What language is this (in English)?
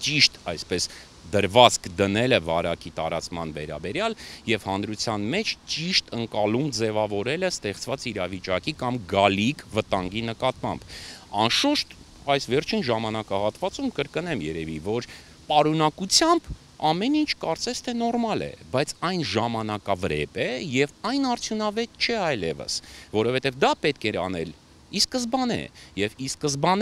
Armenian